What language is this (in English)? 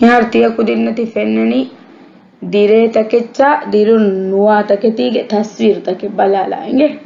Divehi